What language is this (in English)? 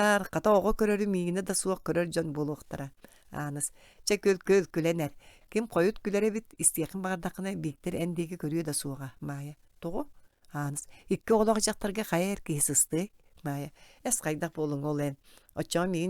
Yakut